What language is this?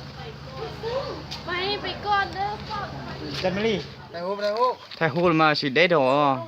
Lao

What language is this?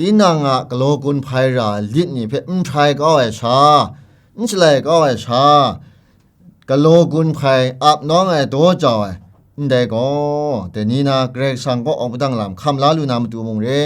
Kachin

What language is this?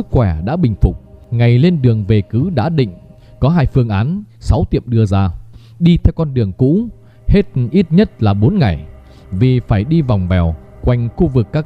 Vietnamese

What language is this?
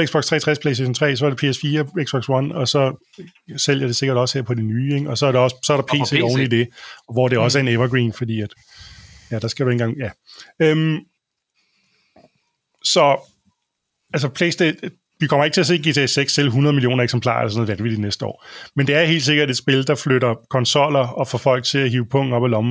Danish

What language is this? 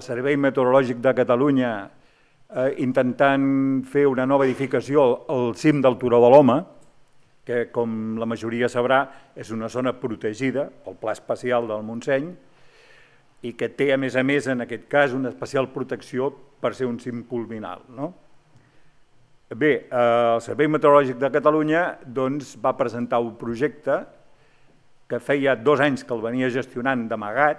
Catalan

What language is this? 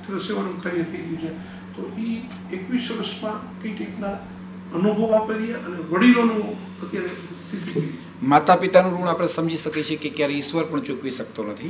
Gujarati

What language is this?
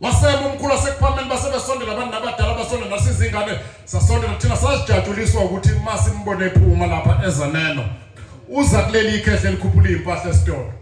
Zulu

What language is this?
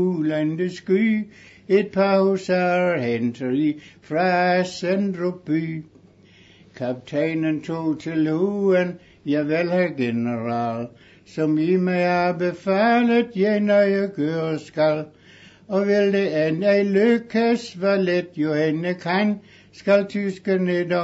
Danish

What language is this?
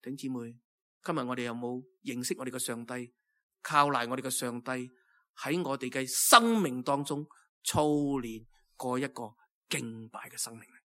Cantonese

